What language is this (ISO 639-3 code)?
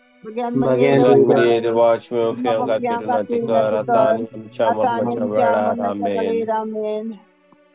kok